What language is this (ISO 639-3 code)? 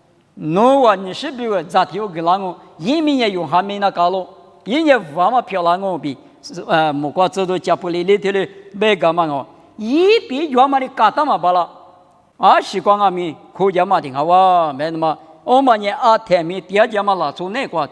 lis